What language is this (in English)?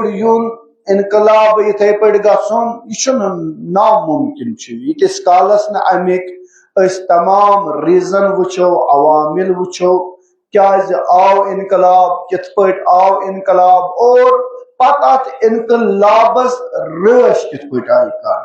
Kashmiri